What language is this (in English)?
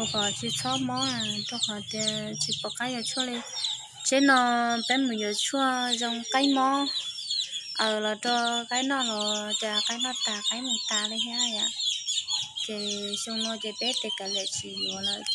Hmong